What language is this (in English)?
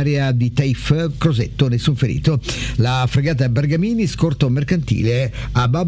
Italian